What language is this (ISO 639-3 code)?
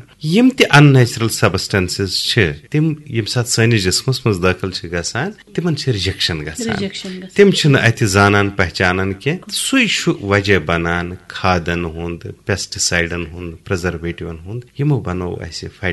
kas